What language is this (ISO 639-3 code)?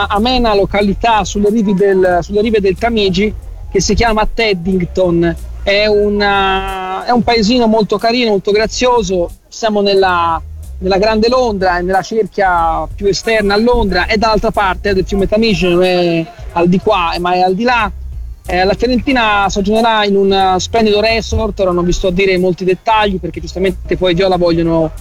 ita